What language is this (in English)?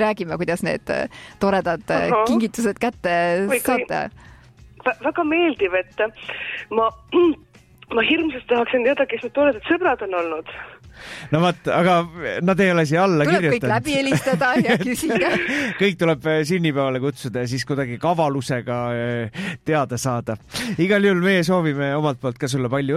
Estonian